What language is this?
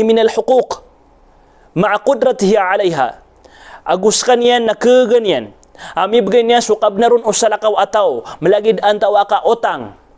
Maranao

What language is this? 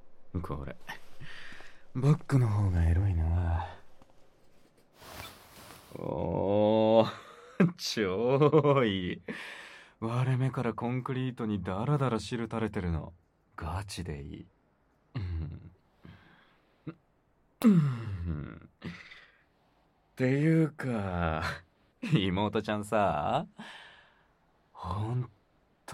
Japanese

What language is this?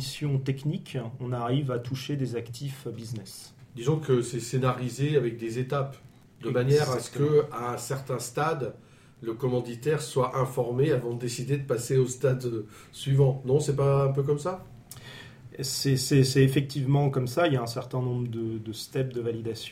French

